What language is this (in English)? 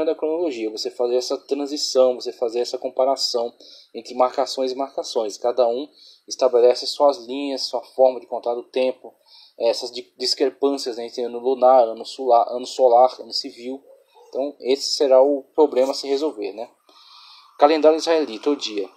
Portuguese